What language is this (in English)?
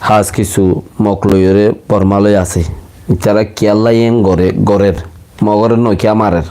Rohingya